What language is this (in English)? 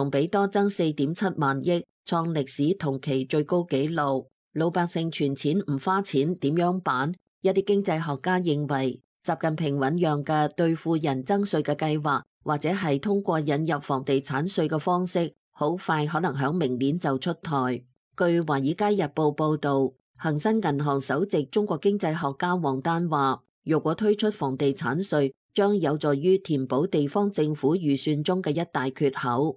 Cantonese